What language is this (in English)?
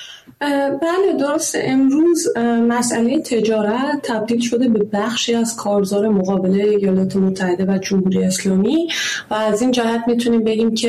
Persian